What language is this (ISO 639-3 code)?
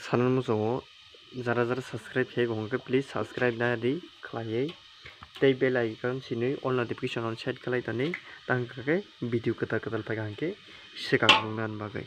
trp